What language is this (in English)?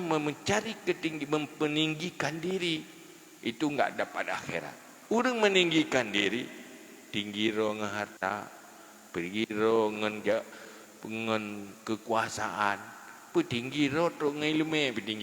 Achinese